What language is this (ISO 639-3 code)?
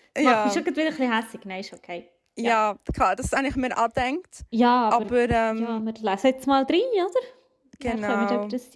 gsw